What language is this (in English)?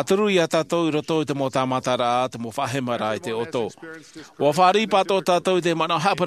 Tahitian